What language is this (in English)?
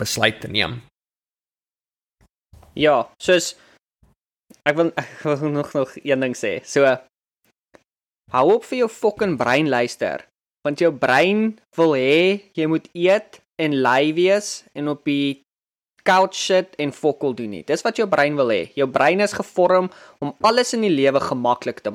Afrikaans